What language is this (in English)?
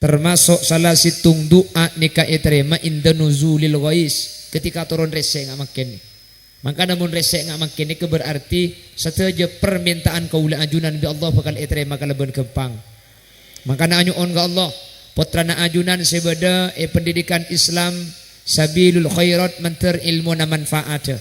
Madurese